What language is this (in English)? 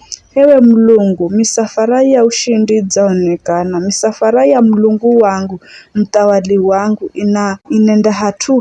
Giryama